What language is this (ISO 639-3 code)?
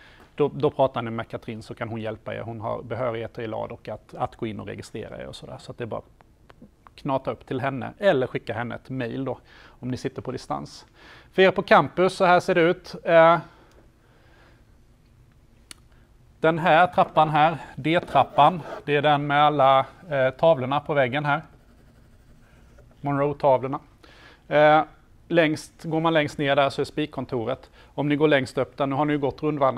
swe